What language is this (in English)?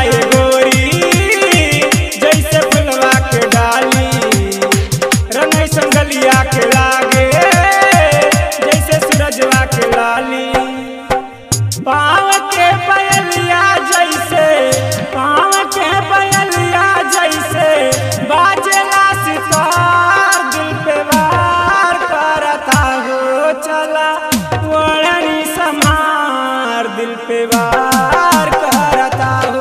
Bhojpuri